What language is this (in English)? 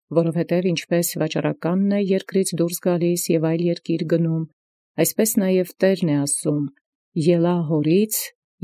Armenian